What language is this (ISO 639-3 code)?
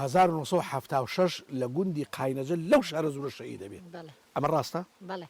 ckb